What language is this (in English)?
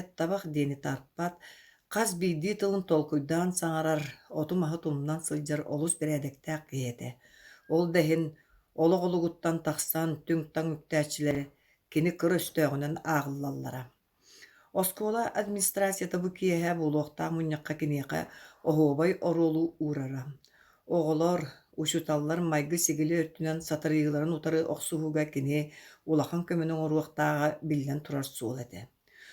Yakut